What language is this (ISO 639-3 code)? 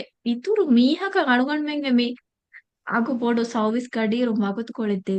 div